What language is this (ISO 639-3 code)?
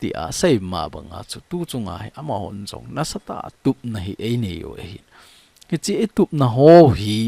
tcz